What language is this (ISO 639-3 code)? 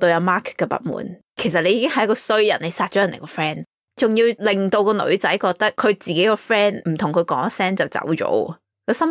yue